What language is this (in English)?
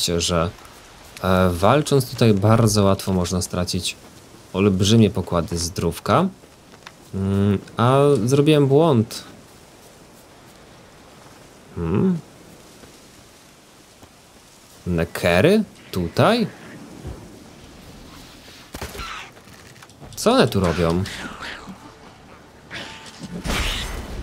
Polish